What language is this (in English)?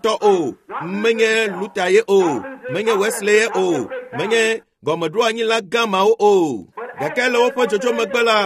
Ewe